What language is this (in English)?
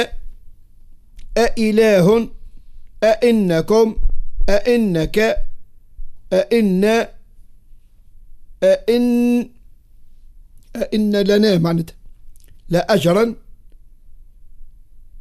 Arabic